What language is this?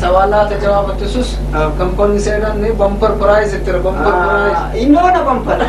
Brahui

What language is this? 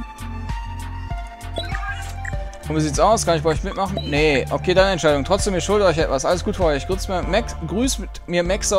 German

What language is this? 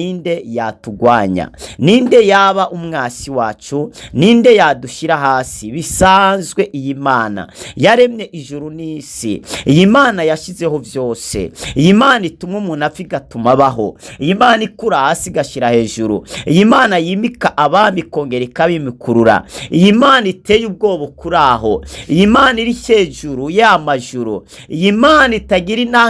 Rundi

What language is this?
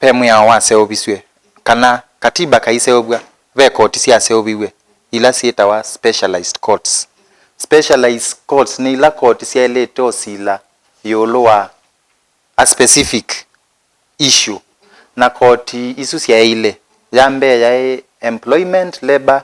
Kamba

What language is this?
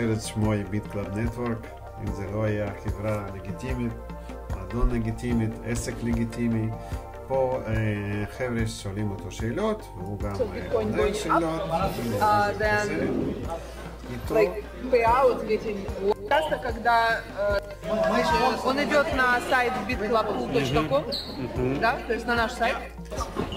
Hebrew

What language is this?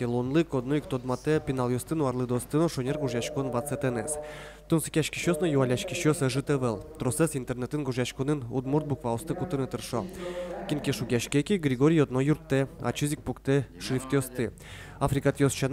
Udmurt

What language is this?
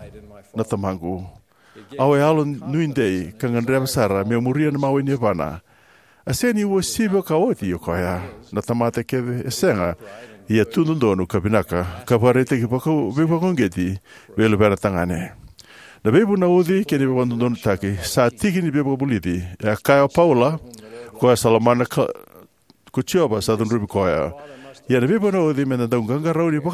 Fijian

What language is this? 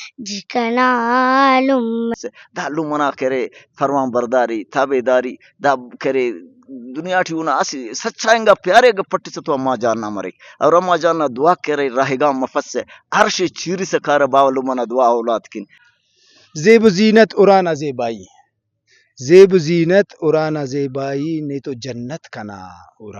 Brahui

